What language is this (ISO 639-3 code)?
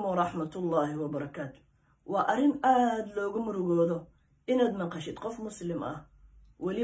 som